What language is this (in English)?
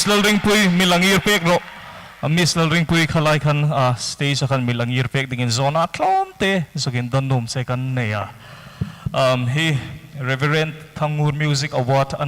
Hmar